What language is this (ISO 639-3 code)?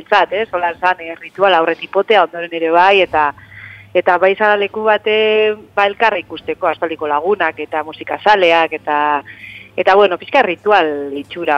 eus